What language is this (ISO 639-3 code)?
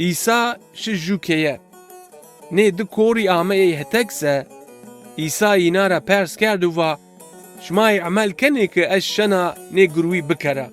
zza